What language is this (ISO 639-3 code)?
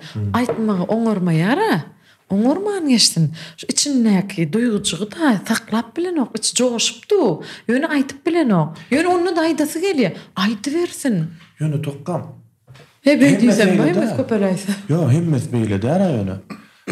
tuk